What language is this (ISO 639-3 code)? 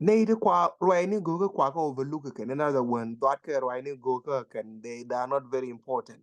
nus